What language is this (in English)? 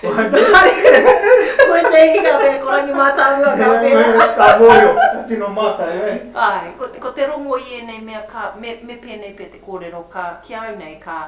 Māori